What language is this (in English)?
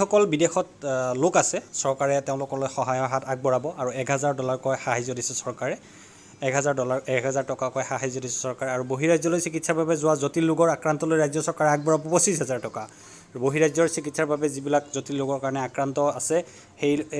Assamese